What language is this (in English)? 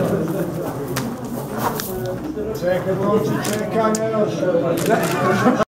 Croatian